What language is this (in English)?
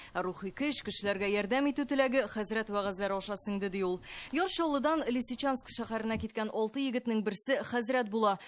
Tatar